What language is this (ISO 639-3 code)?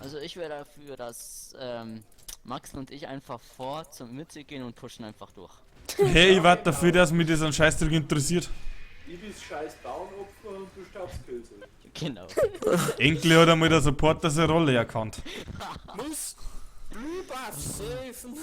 bar